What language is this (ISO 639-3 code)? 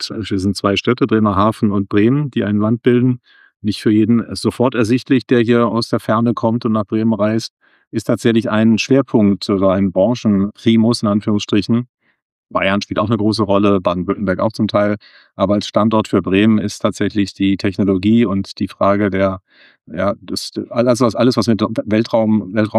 deu